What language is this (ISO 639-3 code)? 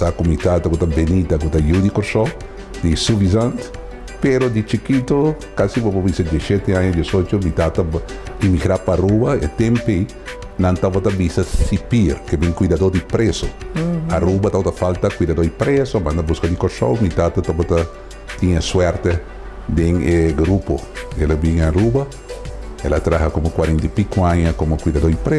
pap